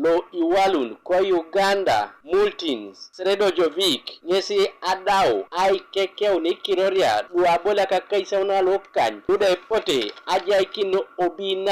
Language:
Teso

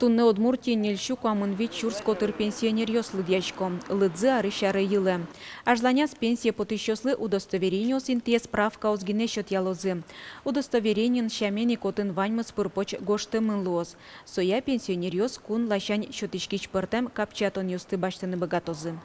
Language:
Udmurt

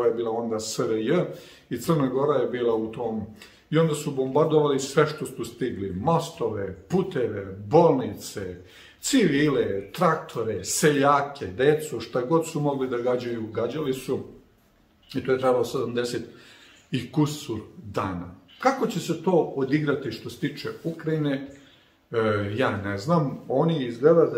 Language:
Serbian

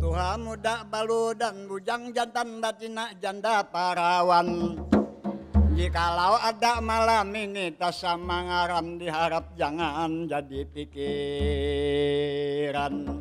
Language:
Banjar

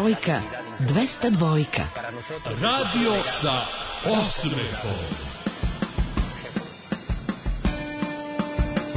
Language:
Serbian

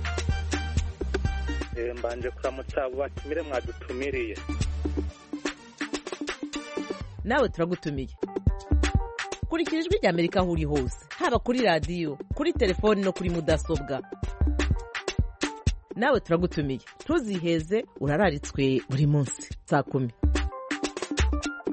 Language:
Kinyarwanda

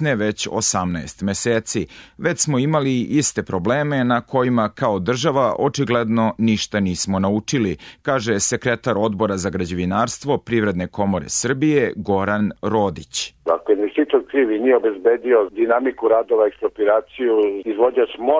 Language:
Serbian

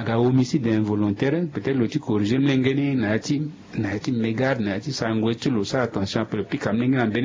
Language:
Sango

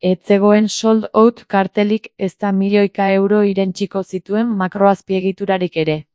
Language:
Basque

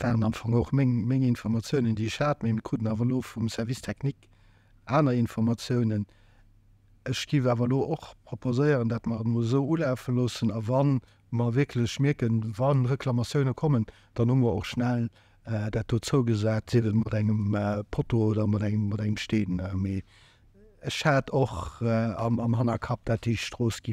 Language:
Luxembourgish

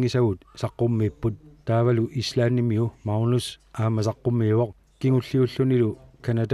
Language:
Kalaallisut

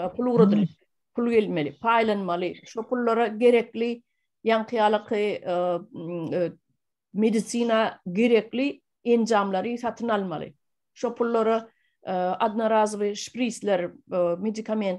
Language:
Turkmen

